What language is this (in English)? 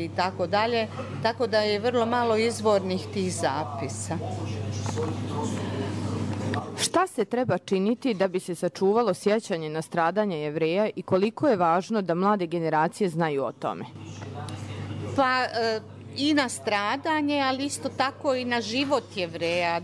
Bosnian